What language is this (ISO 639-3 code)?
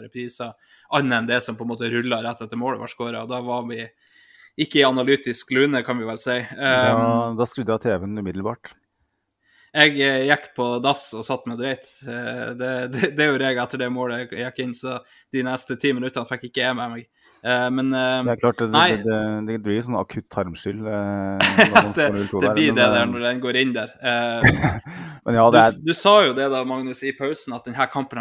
nor